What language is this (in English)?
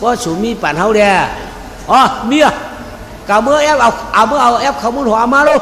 Shan